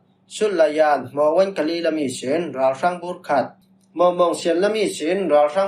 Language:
Falam Chin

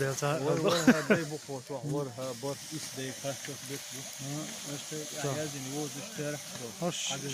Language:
Chechen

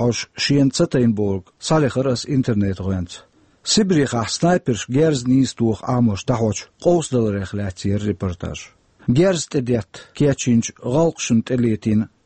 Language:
Chechen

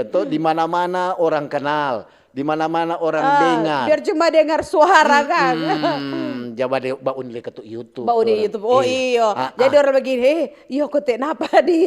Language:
Manado Malay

